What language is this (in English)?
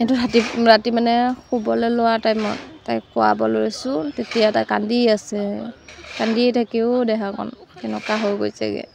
Assamese